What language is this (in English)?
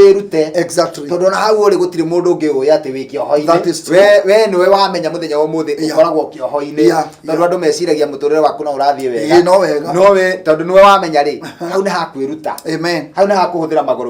Kikuyu